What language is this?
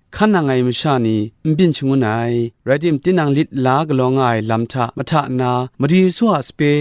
Kachin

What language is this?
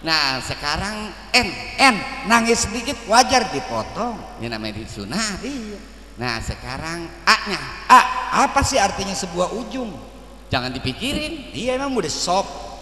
Betawi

